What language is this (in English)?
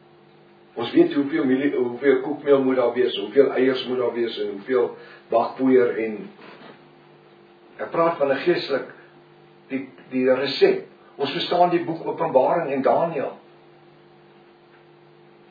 Afrikaans